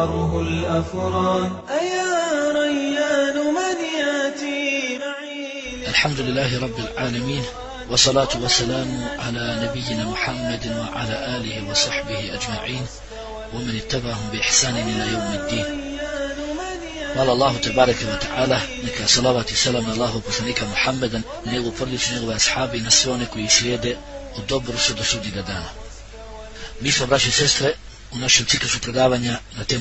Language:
Bosnian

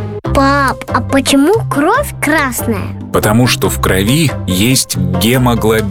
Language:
Russian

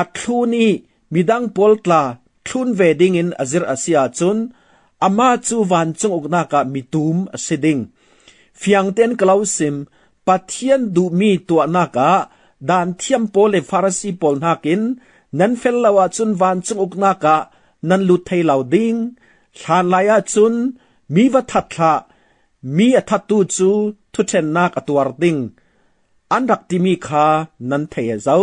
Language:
Falam Chin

